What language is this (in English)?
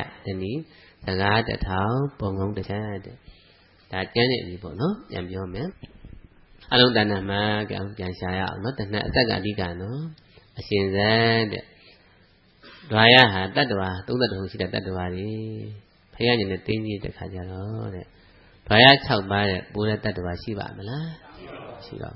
Burmese